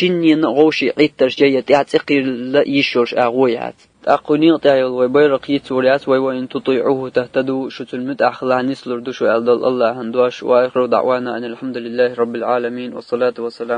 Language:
Chechen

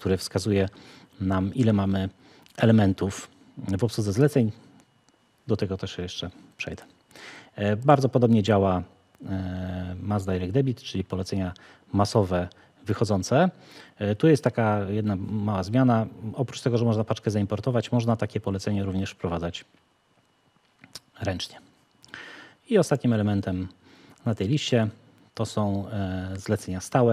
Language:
Polish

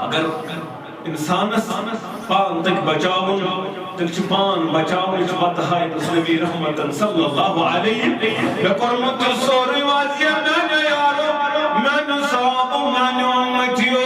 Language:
Kashmiri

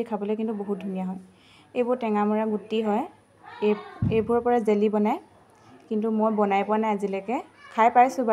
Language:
Assamese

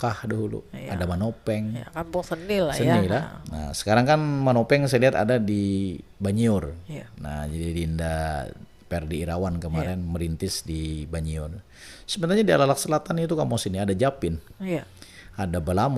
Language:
Banjar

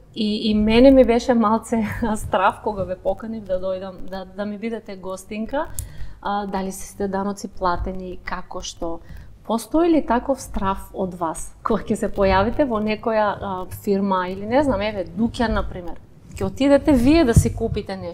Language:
Macedonian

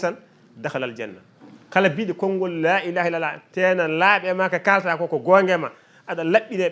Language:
Fula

